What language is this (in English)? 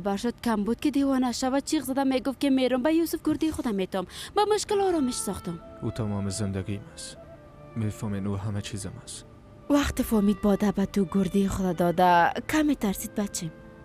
Persian